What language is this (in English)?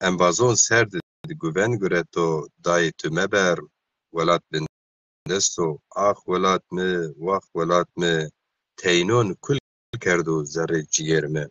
Zaza